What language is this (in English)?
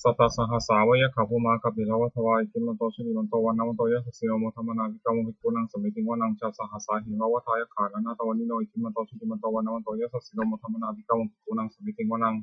Pali